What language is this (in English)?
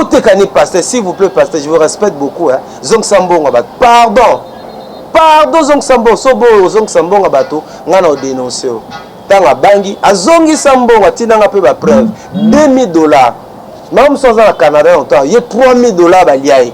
Lingala